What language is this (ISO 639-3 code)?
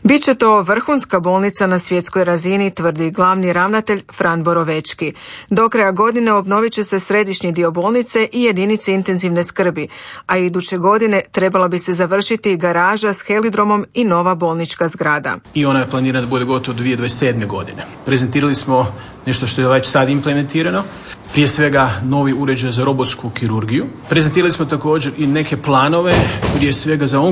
hrv